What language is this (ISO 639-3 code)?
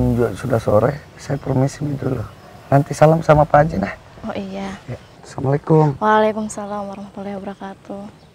mfp